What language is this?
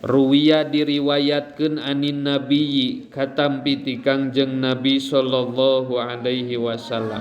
Sundanese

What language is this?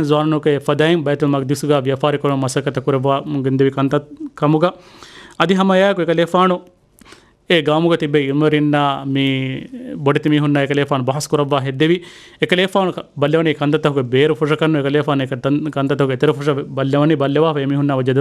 Divehi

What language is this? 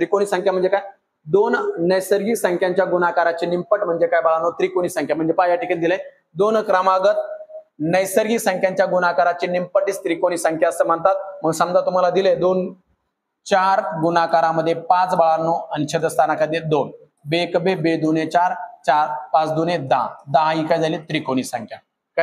Marathi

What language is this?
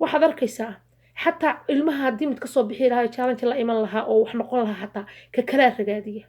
Somali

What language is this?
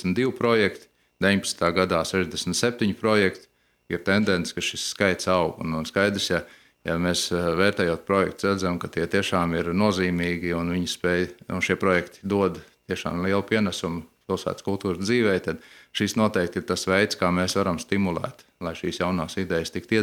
Latvian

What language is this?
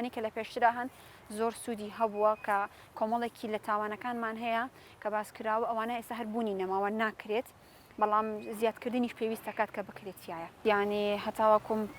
Central Kurdish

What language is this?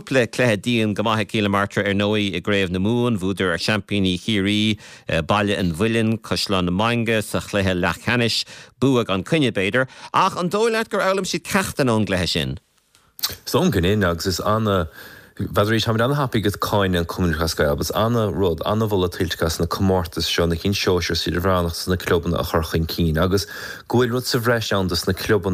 Irish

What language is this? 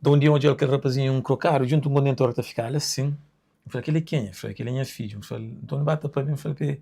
Kabuverdianu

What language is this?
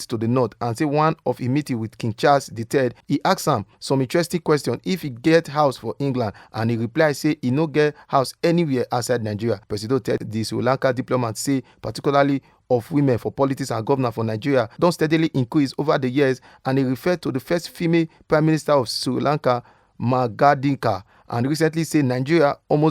Nigerian Pidgin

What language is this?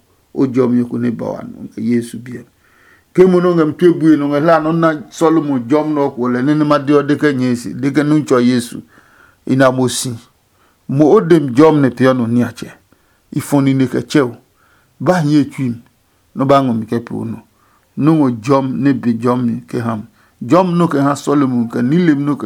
Adangme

